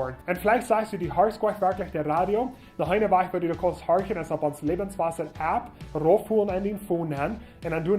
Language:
Plautdietsch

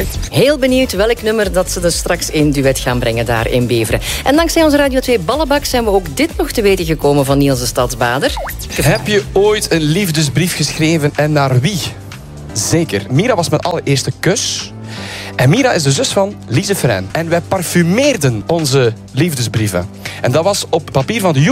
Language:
Dutch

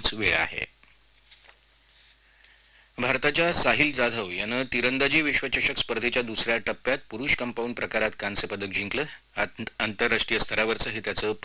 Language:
Marathi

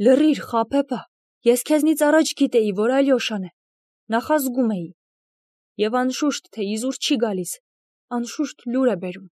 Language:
Armenian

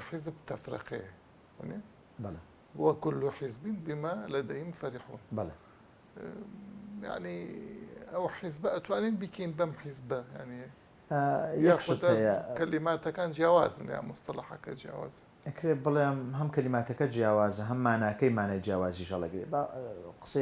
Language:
Central Kurdish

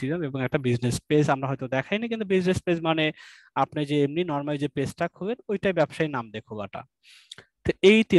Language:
Bangla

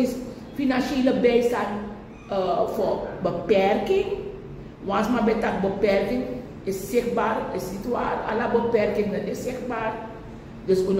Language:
Sranan Tongo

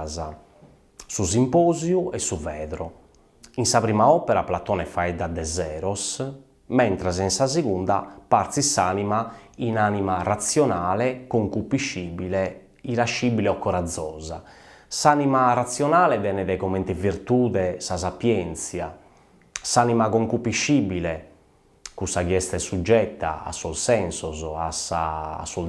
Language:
Sardinian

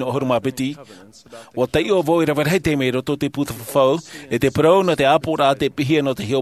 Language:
Tahitian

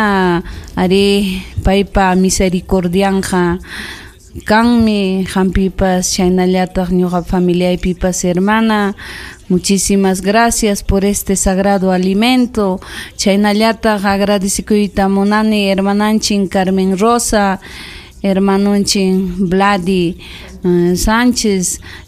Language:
Ayacucho Quechua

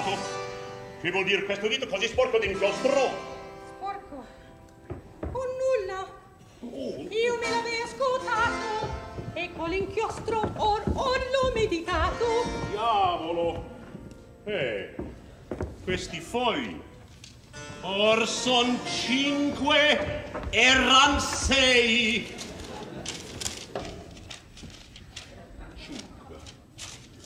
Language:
Italian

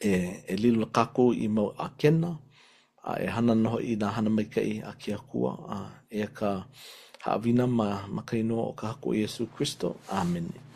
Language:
Hawaiian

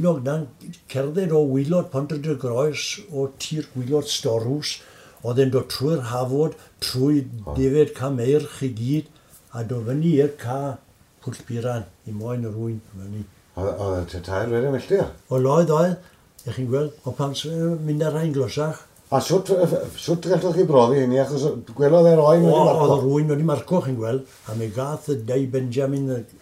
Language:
Welsh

